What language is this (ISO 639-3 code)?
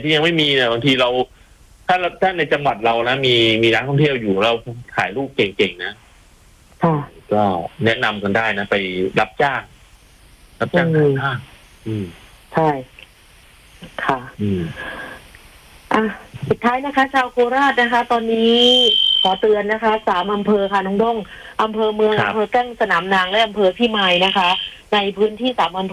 tha